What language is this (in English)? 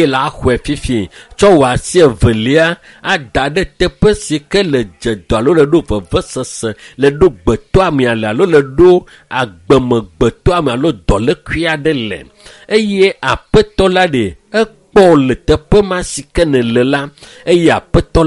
Ewe